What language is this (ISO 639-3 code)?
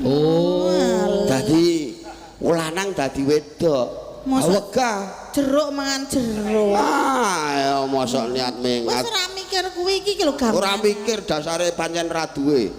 jav